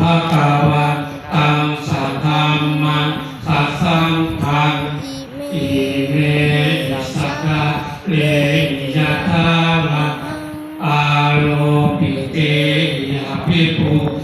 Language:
Pali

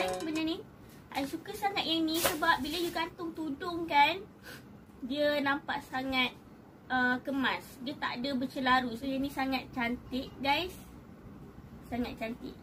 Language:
Malay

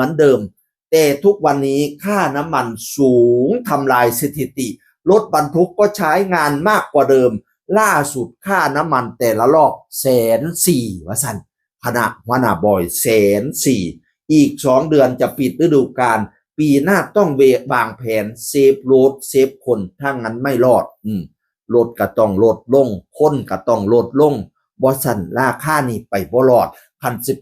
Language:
Northeastern Thai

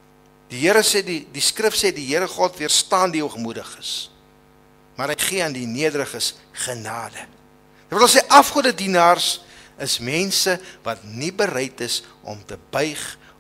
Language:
Afrikaans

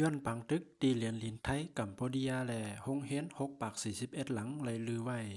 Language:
Shan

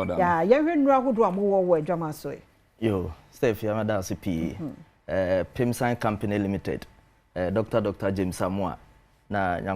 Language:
Akan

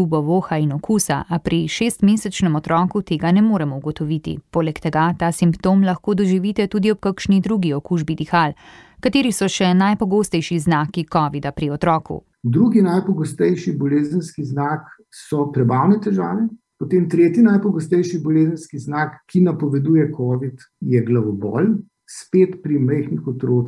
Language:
Slovenian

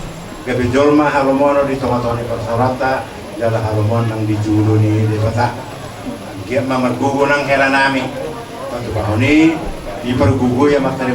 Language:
Batak Toba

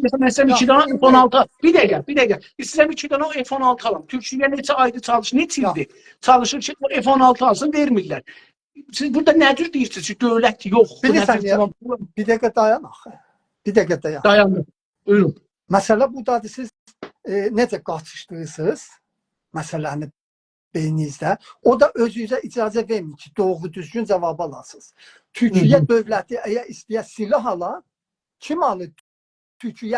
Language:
South Azerbaijani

